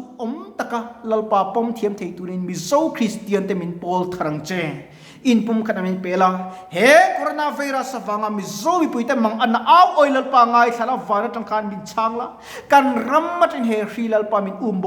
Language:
Mizo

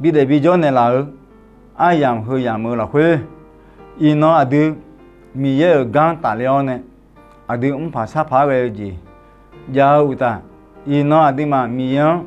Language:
Akha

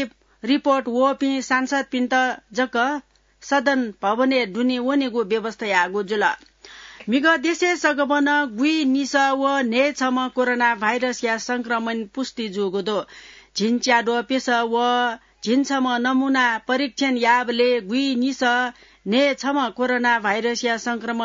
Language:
Newari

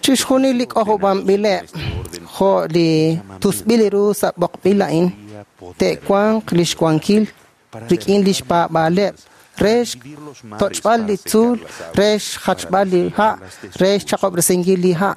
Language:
Kekchí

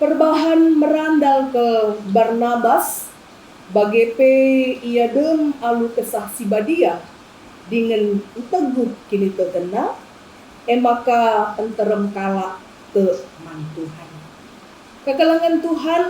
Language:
Batak Karo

